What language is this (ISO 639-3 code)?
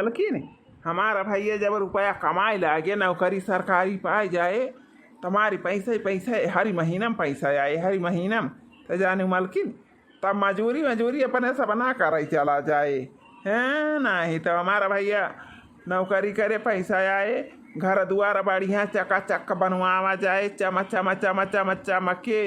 awa